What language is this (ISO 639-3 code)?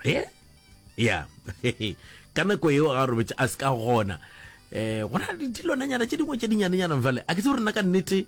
nso